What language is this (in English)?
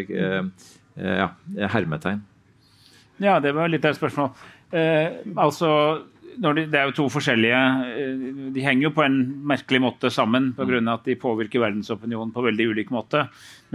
Norwegian